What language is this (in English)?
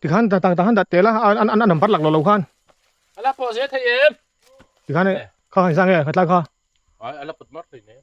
Mizo